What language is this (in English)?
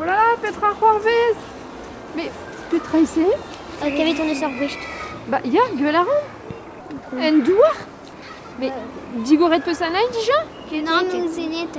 Breton